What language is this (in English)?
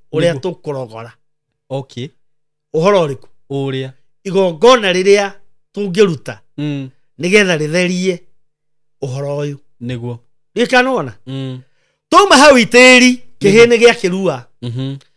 Kikuyu